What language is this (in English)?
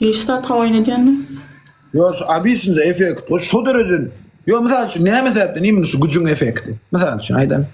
Turkmen